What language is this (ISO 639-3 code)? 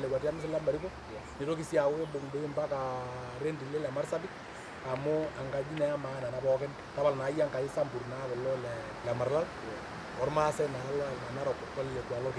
mas